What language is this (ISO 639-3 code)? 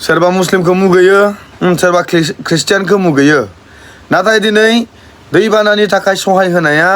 brx